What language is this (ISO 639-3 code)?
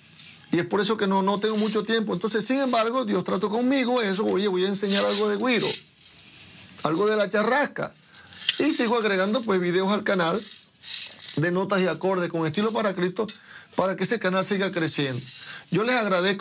spa